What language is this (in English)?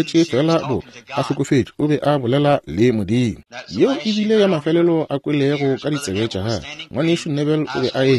Northern Sotho